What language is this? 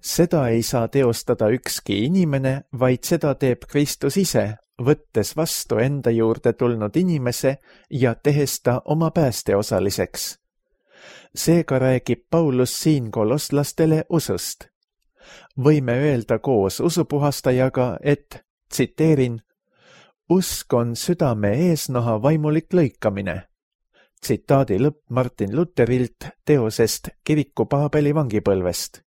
Estonian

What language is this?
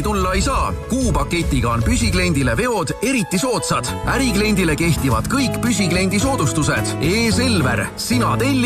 Estonian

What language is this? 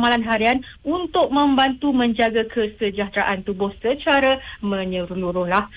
Malay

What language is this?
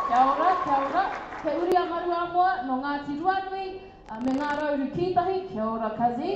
Māori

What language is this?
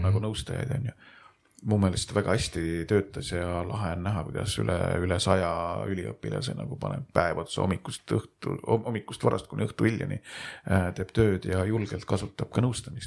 Estonian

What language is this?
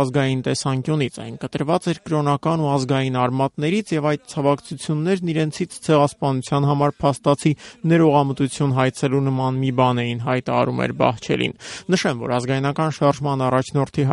Armenian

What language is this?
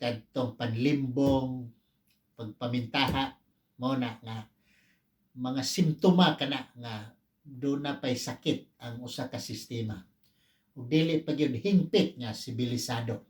Cebuano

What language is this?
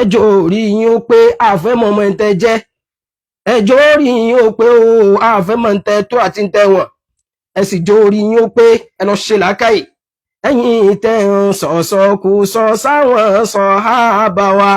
Yoruba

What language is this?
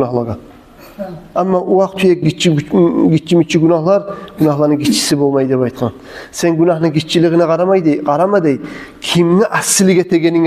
Kumyk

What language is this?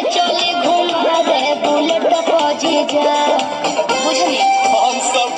Bhojpuri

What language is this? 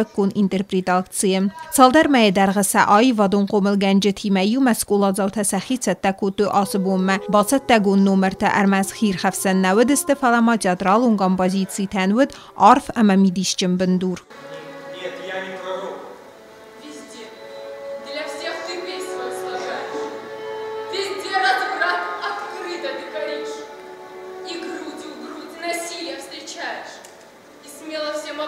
Ossetic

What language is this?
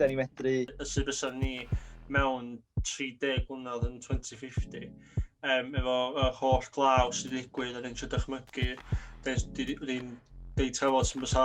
Welsh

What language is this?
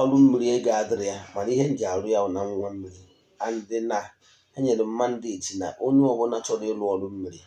Igbo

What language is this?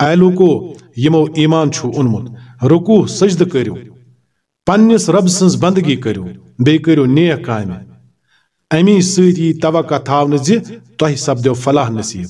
Kashmiri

